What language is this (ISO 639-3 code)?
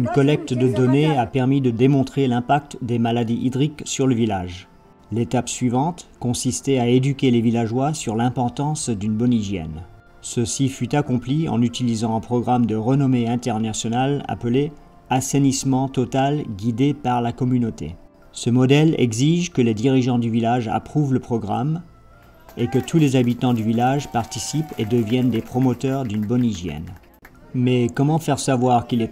fra